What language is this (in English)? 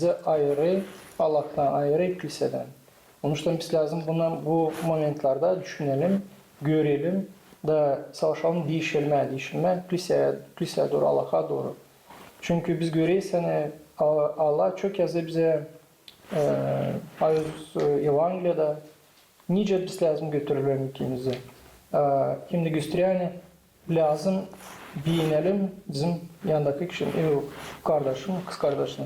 Gagauz